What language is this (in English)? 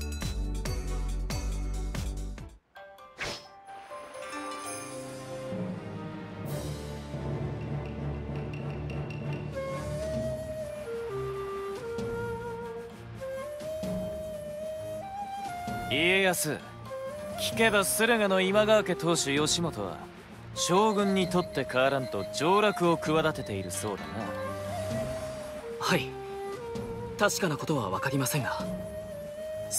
Japanese